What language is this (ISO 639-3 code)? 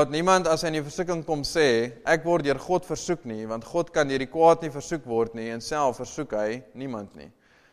afr